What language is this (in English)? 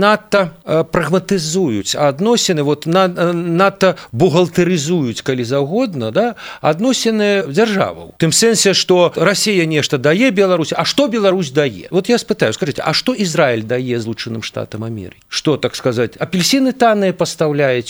Belarusian